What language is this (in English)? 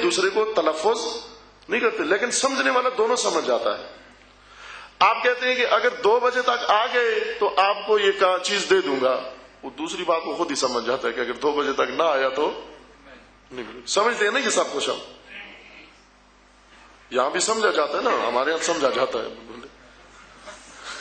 Urdu